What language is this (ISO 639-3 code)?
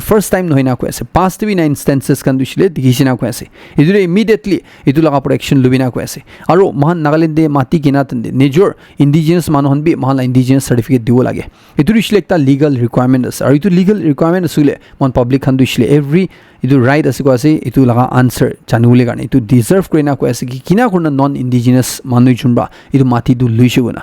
nag